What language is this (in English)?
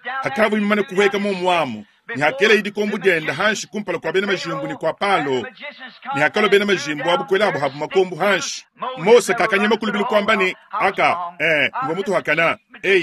Luba-Lulua